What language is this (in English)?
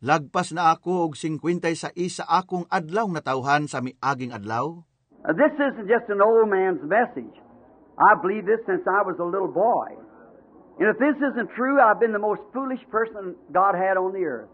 Cebuano